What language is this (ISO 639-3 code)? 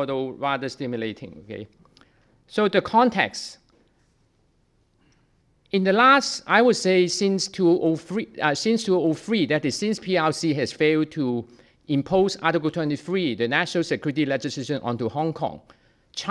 eng